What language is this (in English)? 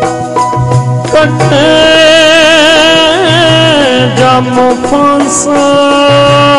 Punjabi